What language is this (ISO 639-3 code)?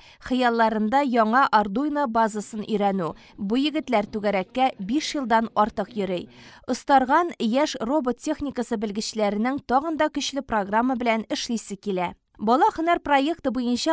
tat